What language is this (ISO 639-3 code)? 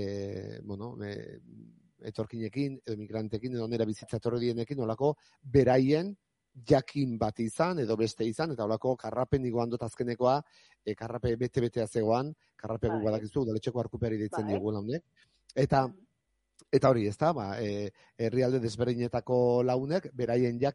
eus